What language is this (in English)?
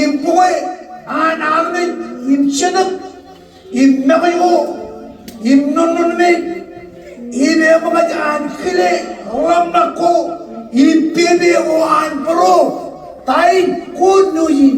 Marshallese